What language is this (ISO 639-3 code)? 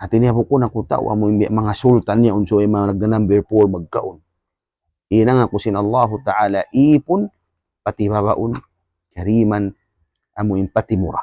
tsg